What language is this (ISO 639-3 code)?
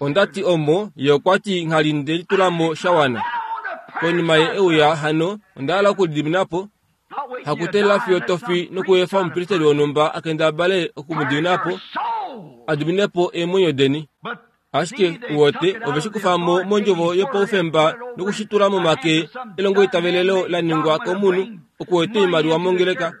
kua